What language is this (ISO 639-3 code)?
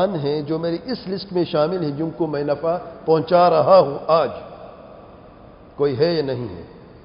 urd